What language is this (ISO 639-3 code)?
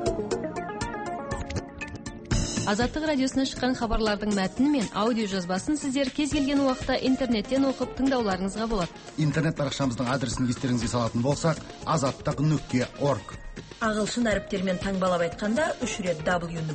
kaz